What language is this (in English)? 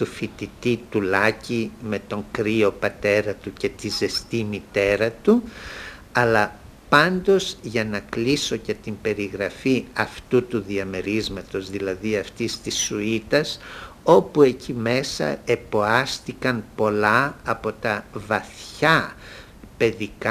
Greek